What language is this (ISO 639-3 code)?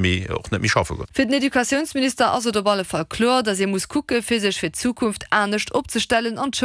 ltz